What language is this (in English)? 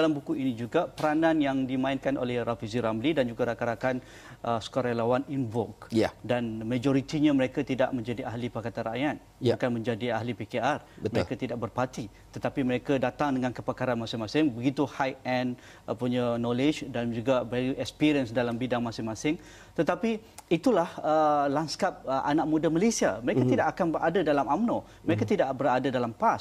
Malay